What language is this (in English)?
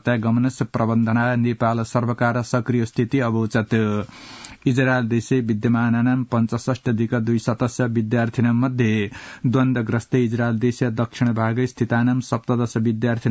Sanskrit